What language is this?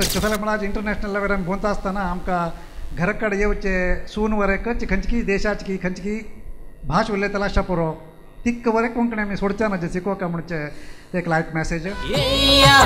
Konkani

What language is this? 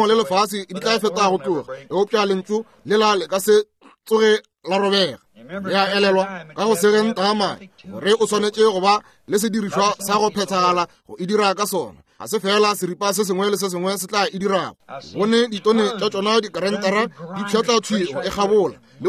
Northern Sotho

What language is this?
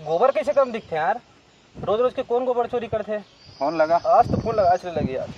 Chhattisgarhi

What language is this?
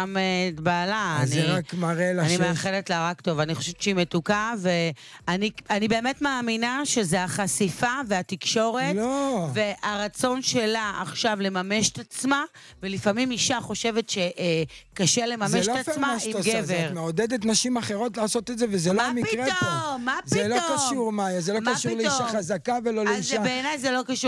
Hebrew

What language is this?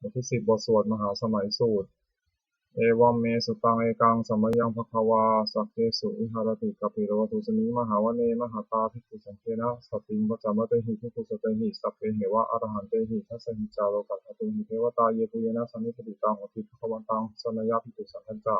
Pali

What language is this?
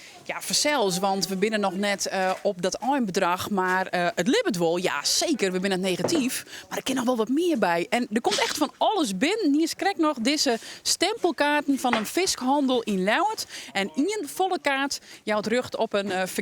Western Frisian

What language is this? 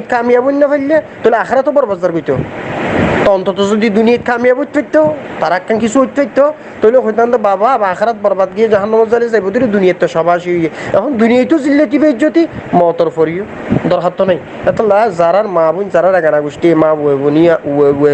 Rohingya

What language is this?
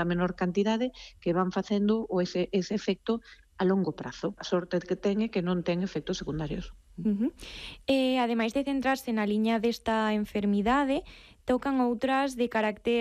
Galician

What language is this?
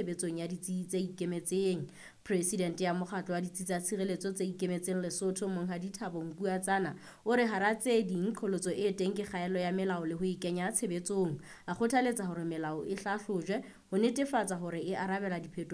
Southern Sotho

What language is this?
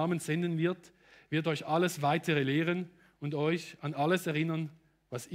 Swiss German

